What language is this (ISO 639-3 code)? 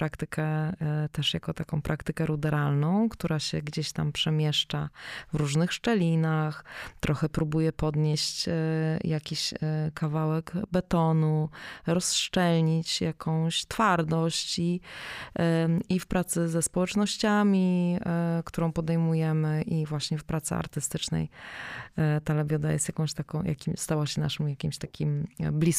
pol